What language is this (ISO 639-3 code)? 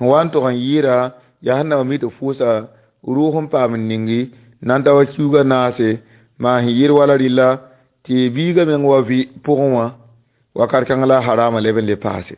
mos